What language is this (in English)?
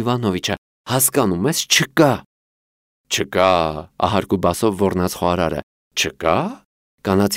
Armenian